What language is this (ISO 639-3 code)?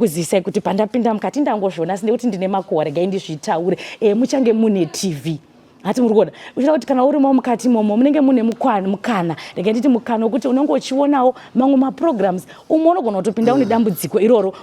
sna